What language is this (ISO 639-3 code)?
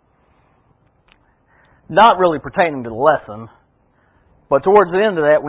eng